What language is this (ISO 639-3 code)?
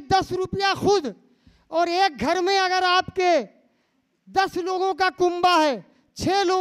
hin